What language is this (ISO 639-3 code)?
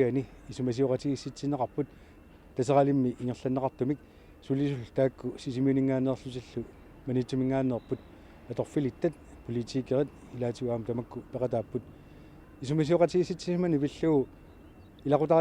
kal